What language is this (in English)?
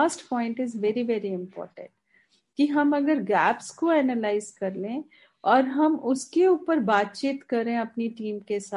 Hindi